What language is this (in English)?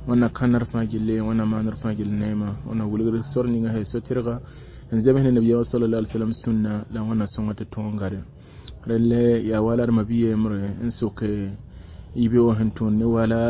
Mossi